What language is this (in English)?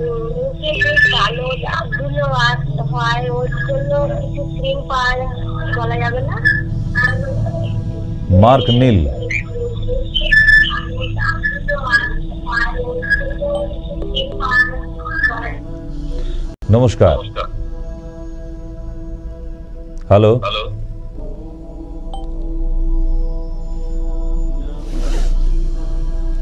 Bangla